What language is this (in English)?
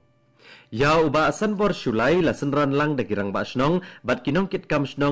Khasi